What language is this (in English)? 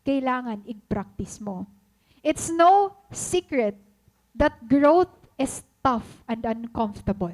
Waray